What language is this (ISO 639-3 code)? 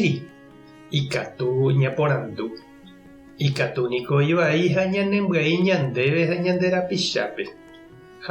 grn